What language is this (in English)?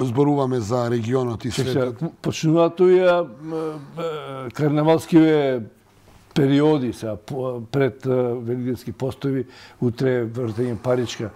Macedonian